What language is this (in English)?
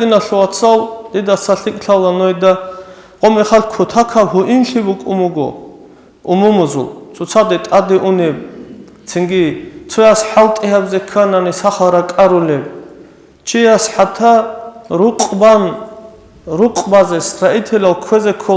Avaric